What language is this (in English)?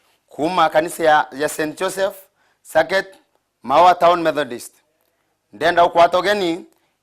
Meru